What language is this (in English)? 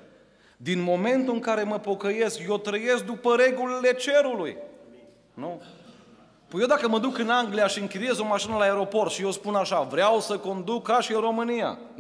Romanian